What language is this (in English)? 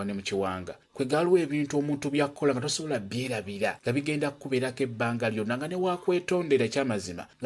Ganda